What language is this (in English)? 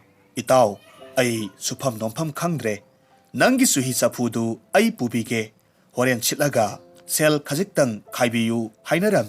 Manipuri